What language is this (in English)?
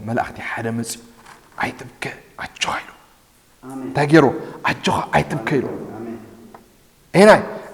Tigrinya